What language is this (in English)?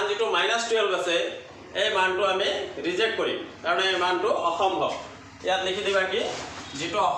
Assamese